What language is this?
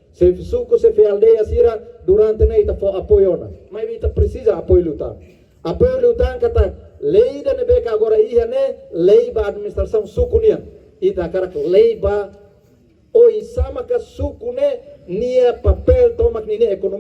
Tetum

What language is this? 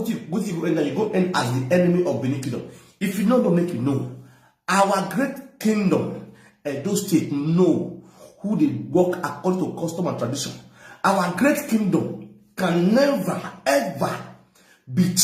Nigerian Pidgin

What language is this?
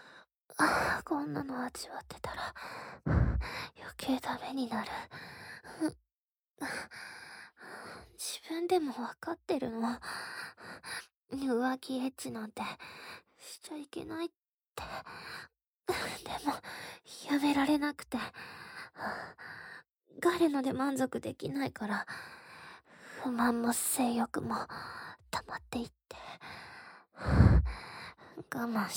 Japanese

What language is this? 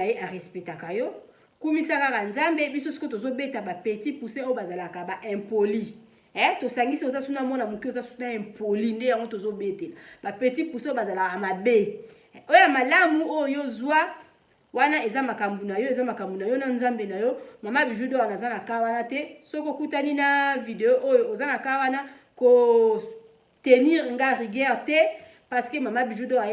Lingala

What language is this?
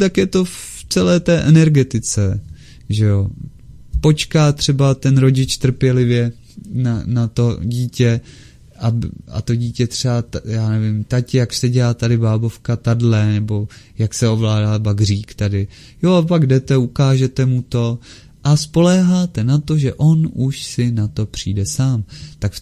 Czech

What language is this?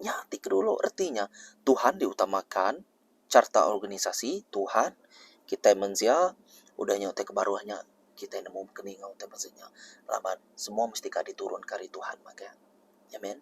Iban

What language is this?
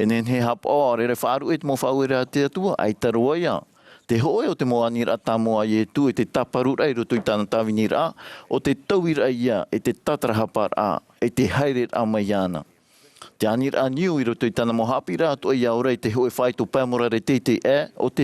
Tahitian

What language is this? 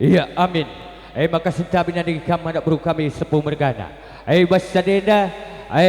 Batak Karo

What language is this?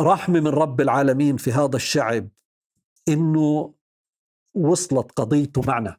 North Levantine Arabic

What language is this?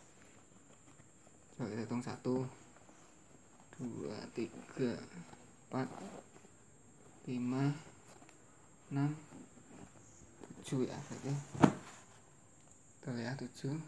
Indonesian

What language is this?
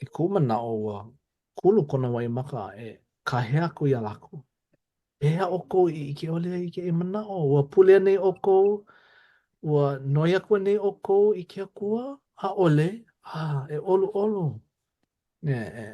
Hawaiian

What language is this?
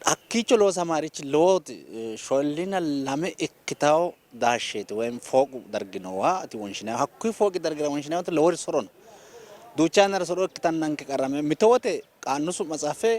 Sidamo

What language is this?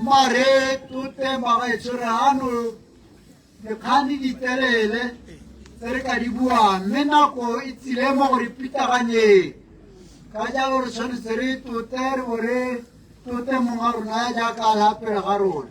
Tswana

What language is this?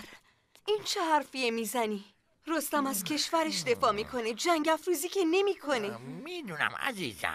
Persian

